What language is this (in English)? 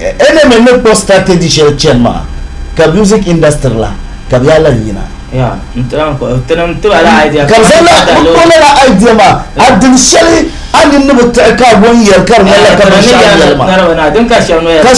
Dagbani